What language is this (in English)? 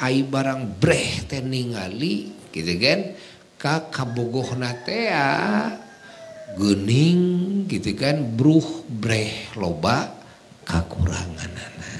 Sundanese